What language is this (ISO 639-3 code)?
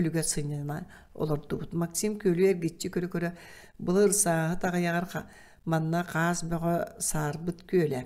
sah